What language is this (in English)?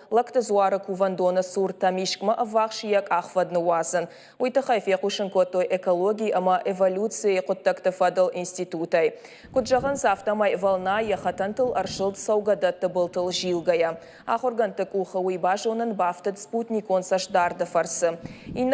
Ossetic